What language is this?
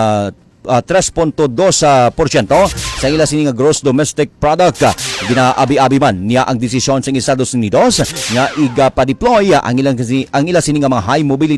Hiligaynon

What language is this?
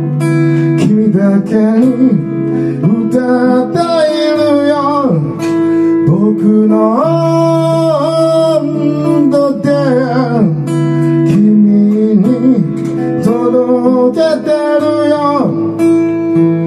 Japanese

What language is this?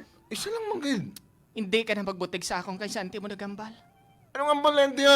Hiligaynon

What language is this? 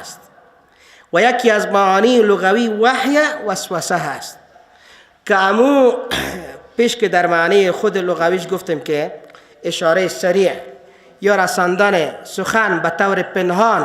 Persian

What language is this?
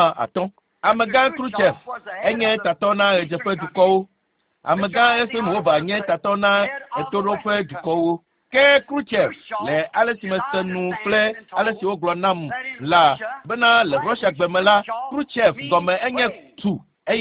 Ewe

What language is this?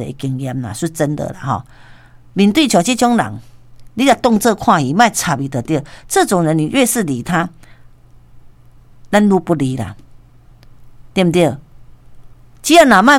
Min Nan Chinese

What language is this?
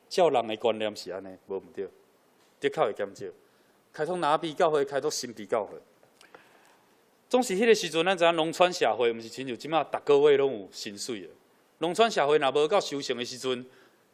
Min Nan Chinese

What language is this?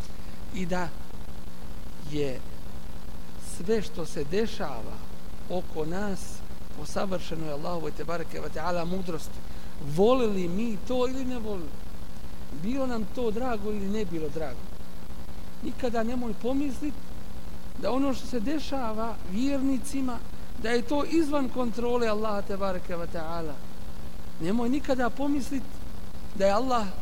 Bosnian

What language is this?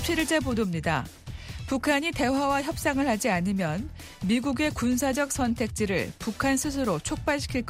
Korean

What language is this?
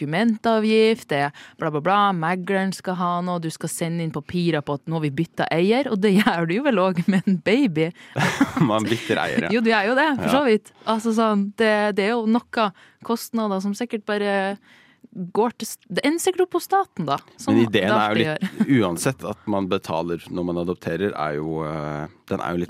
Norwegian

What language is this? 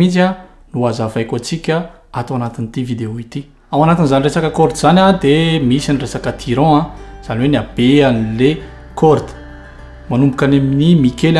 Malagasy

